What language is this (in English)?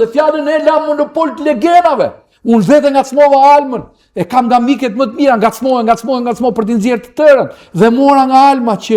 Albanian